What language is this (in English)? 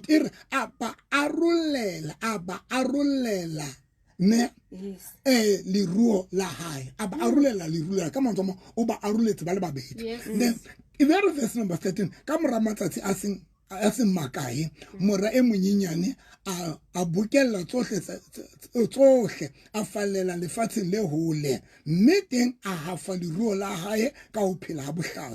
Southern Sotho